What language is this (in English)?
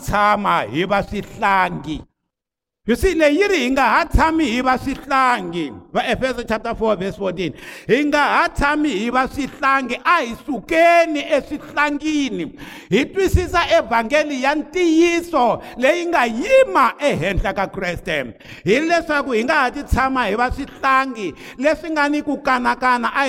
Tsonga